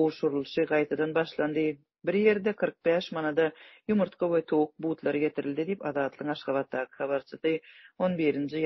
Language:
Turkmen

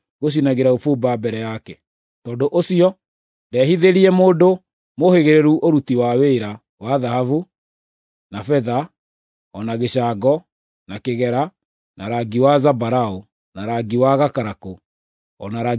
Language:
Kikuyu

